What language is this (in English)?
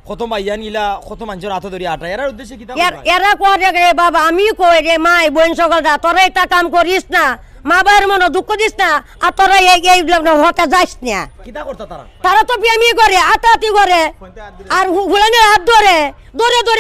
Sylheti